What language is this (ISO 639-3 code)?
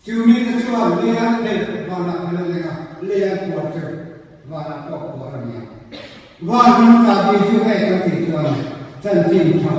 lus